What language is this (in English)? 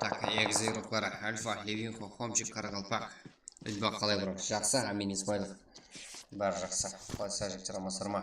Kara-Kalpak